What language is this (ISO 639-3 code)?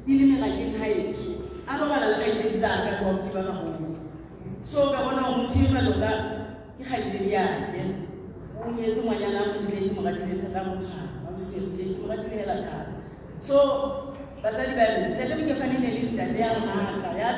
tsn